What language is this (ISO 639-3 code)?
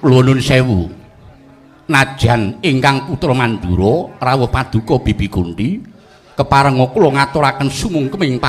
jav